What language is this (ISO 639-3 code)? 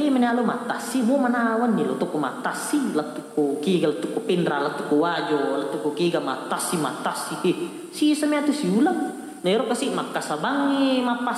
bug